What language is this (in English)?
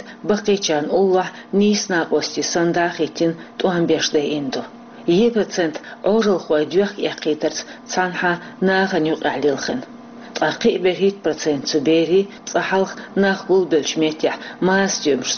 Chechen